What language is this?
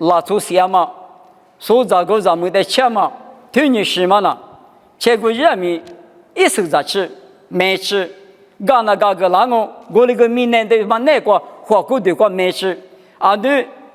Lisu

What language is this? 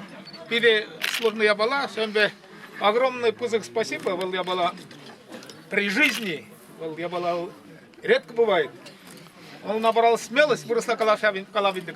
Chuvash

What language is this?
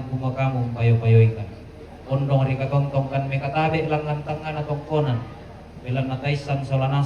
Toraja-Sa'dan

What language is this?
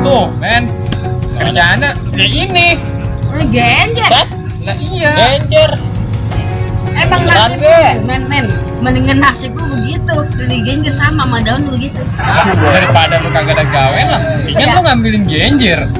Betawi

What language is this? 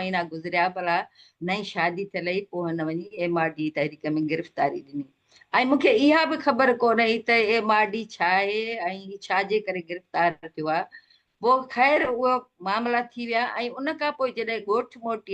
Sindhi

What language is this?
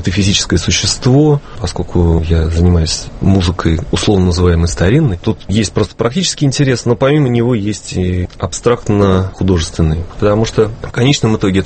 Russian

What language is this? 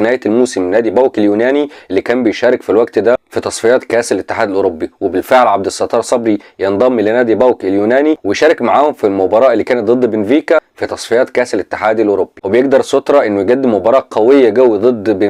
Egyptian Arabic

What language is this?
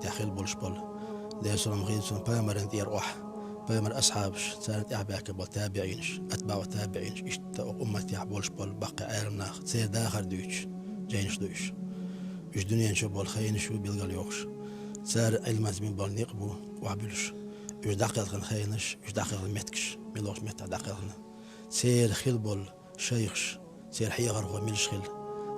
Chechen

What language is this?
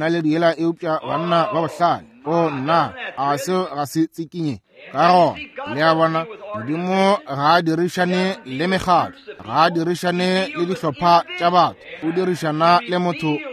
Northern Sotho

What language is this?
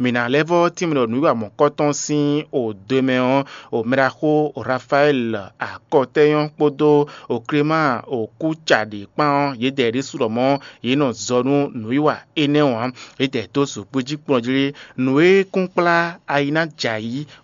Fon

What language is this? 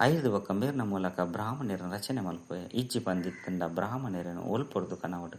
Tulu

